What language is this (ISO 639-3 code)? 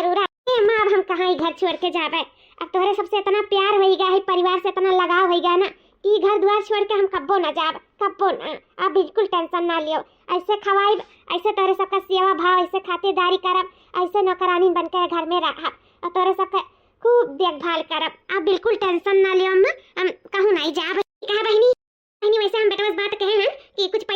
awa